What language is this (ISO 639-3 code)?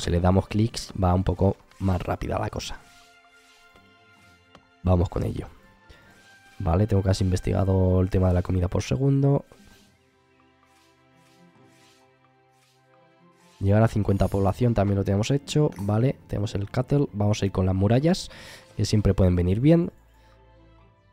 spa